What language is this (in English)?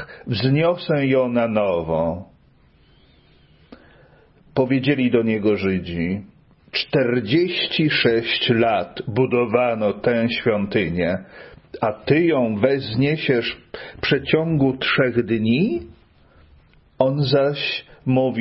Polish